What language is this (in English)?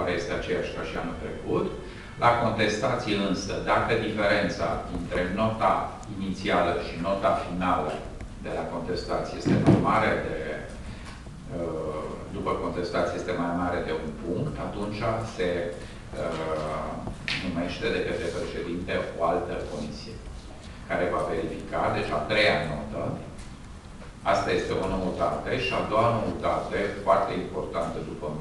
Romanian